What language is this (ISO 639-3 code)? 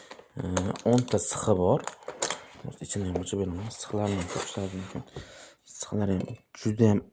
uzb